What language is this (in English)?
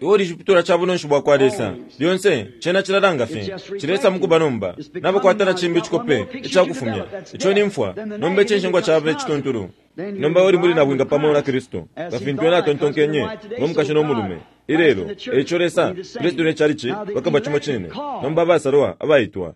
Bemba